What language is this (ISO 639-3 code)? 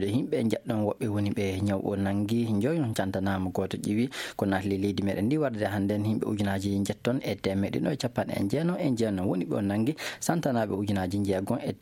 ful